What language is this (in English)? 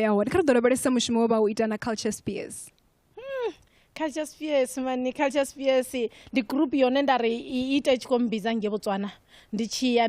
Venda